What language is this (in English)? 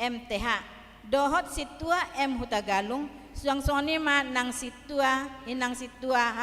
Batak Toba